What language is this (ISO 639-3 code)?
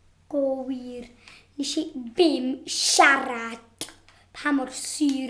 cym